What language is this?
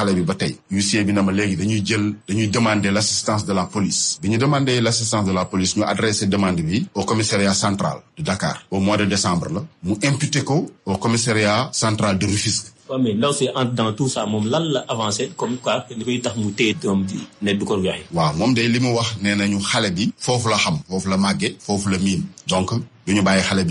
Wolof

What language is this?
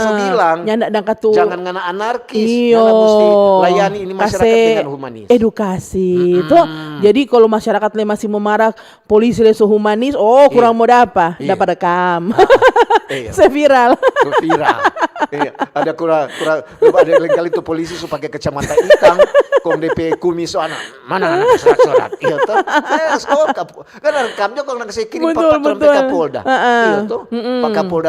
Manado Malay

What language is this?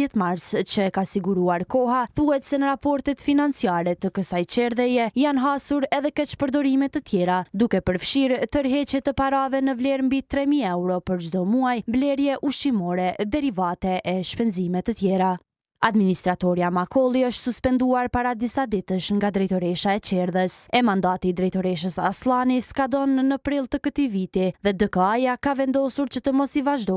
Albanian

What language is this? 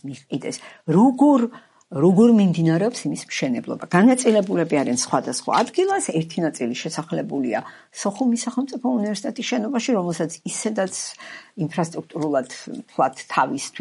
Georgian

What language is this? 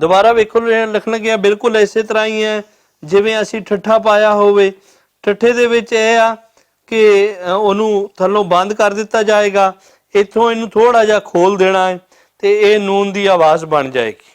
Western Panjabi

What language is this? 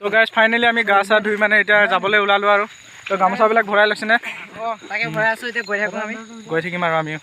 Assamese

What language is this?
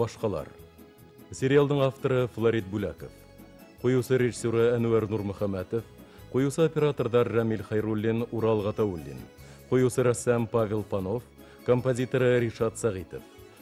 Bashkir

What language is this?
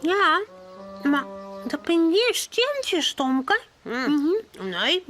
Western Frisian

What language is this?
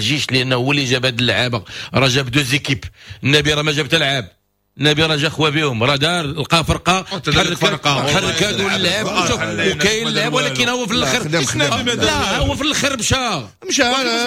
Moroccan Arabic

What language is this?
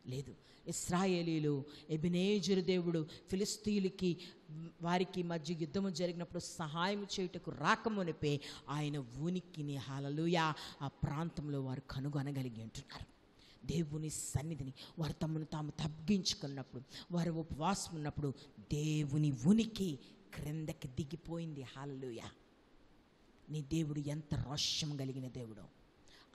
Telugu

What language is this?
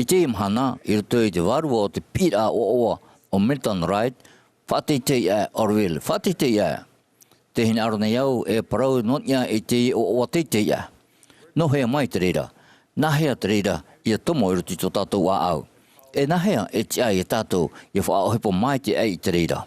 Tahitian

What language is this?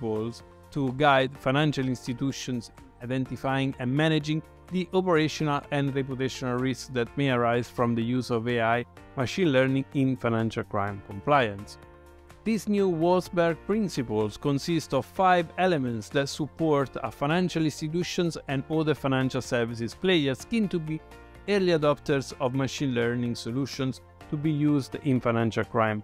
English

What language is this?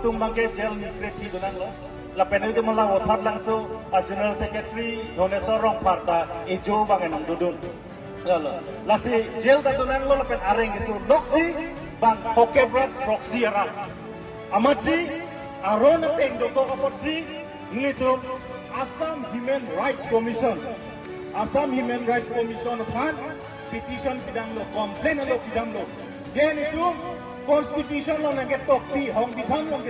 Karbi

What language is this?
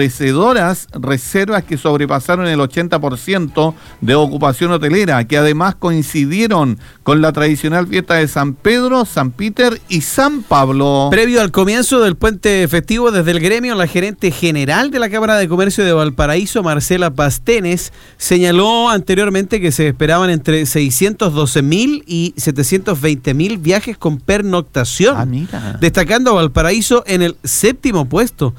Spanish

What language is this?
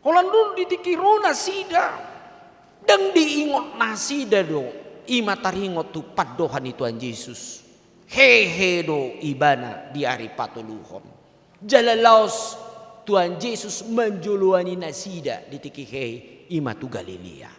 Batak Toba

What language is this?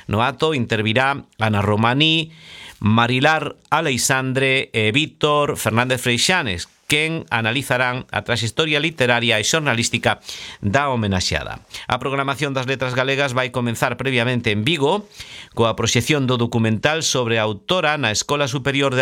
Galician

